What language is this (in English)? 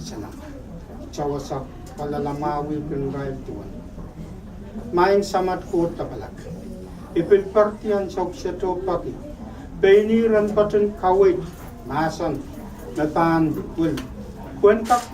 Pohnpeian